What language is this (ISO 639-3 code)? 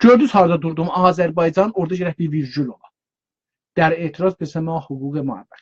azb